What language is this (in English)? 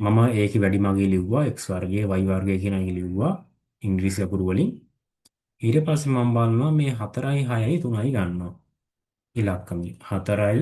Sinhala